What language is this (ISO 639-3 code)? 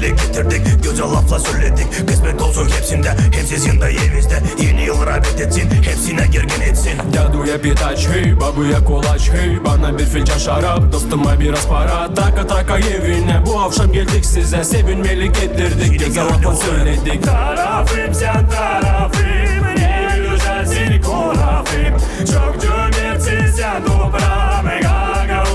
gag